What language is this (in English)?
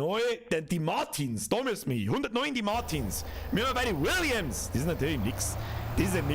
Bavarian